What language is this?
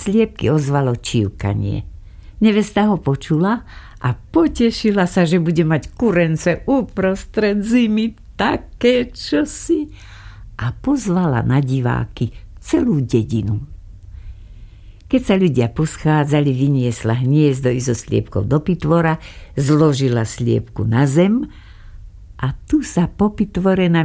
Slovak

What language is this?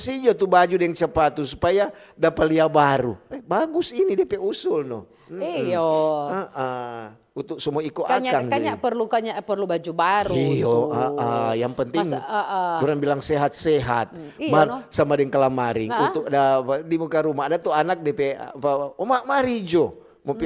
Manado Malay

